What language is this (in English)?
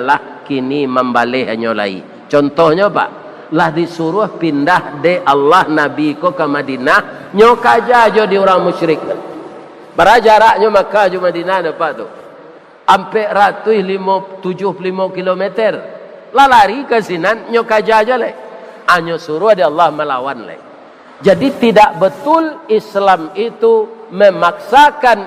Minangkabau